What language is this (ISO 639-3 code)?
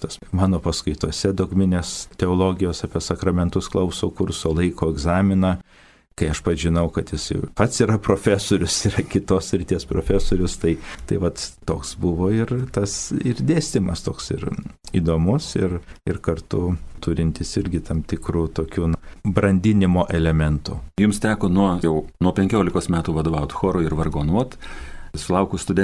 lit